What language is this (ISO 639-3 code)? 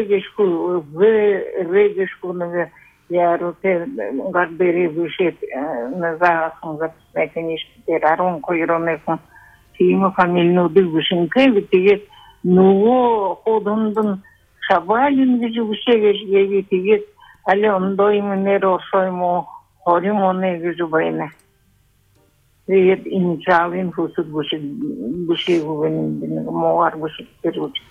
bua